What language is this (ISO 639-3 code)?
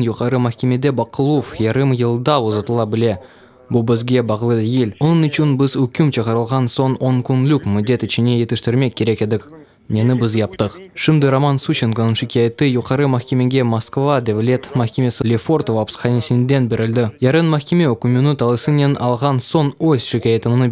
crh